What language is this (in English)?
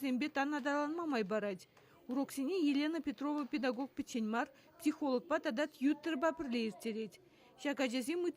Chuvash